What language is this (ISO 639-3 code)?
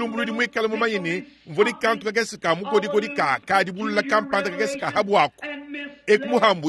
lua